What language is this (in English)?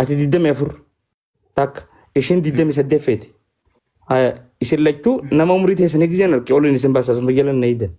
Oromo